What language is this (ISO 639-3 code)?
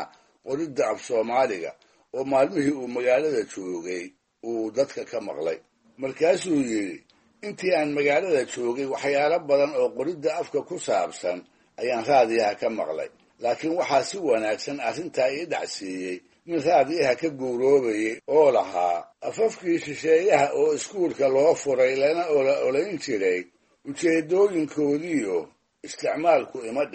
som